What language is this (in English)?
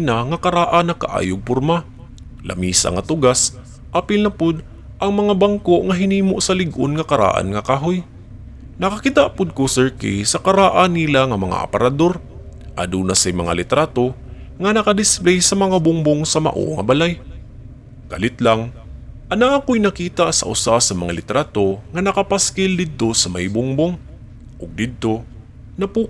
Cebuano